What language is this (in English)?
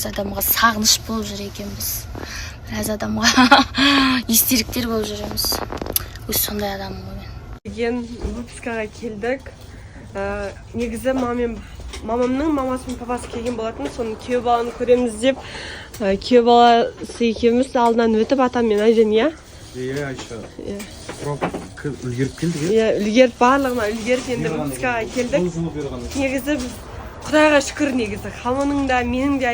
Kazakh